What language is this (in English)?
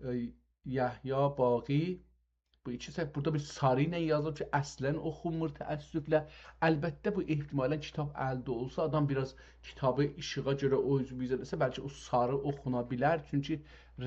South Azerbaijani